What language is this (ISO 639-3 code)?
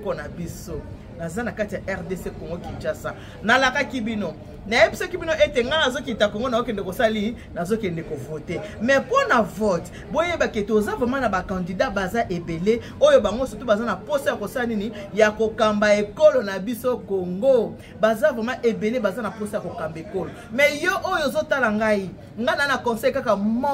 lin